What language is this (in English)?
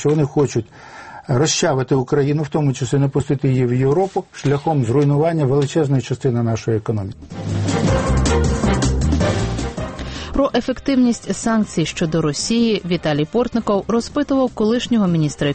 Ukrainian